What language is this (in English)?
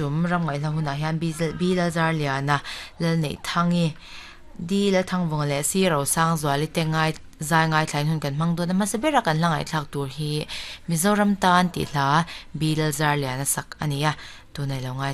Mizo